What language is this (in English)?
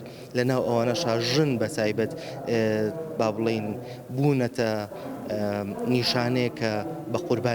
Central Kurdish